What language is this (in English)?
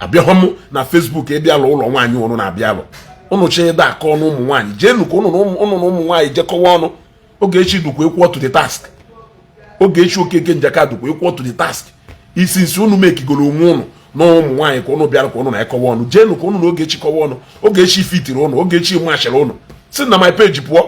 Igbo